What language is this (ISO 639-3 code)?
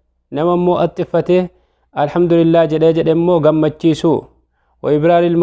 orm